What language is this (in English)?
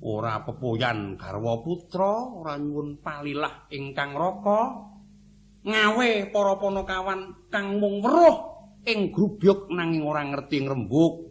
Javanese